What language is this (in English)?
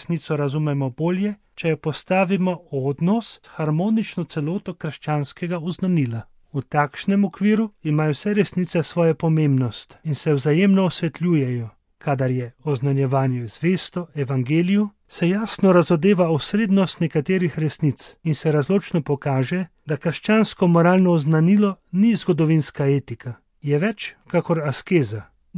Slovenian